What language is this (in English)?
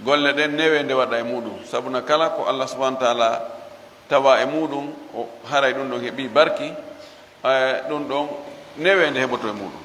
Fula